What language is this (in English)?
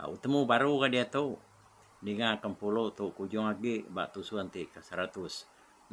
Iban